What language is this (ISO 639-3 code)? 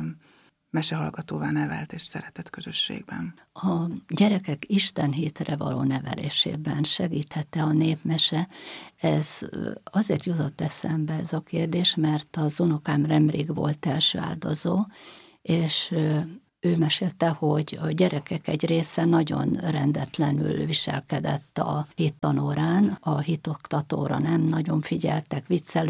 hun